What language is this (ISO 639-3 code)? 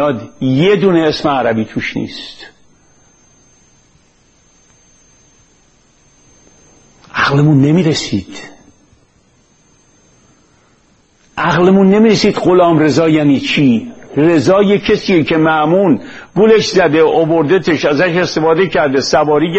fas